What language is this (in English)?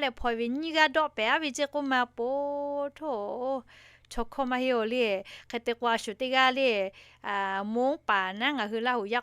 Lahu